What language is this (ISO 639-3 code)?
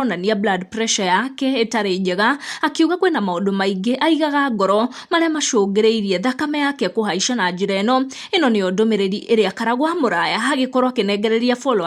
kik